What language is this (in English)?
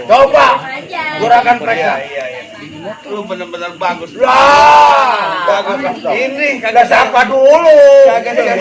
Betawi